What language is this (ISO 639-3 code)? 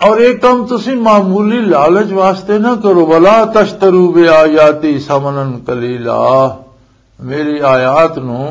lah